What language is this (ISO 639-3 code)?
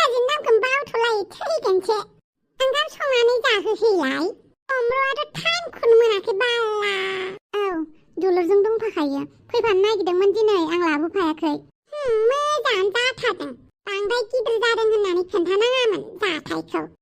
brx